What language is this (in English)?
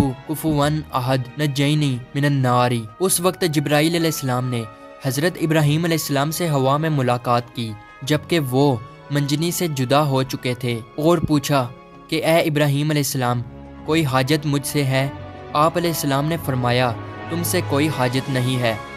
Urdu